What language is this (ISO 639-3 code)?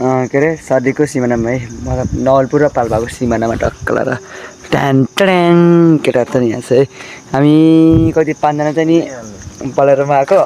nep